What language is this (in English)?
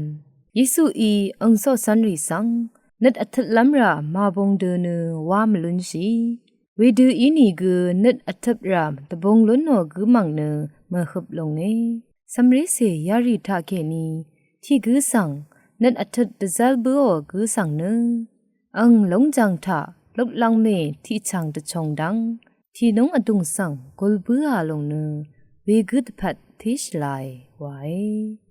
Rawang